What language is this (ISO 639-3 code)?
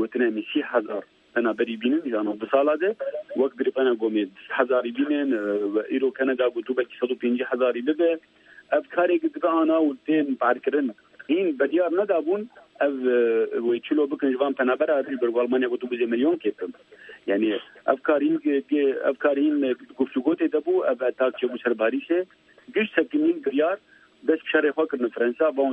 kur